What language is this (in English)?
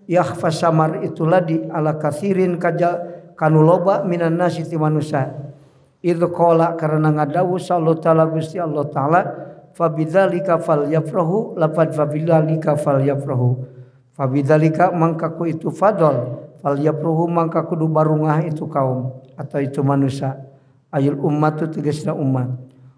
Sundanese